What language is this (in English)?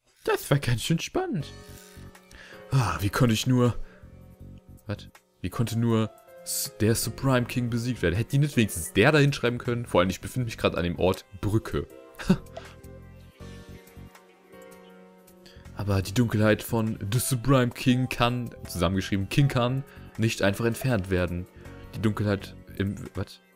German